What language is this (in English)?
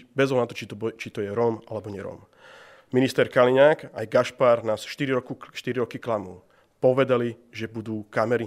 Slovak